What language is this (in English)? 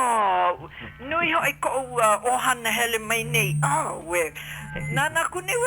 Hawaiian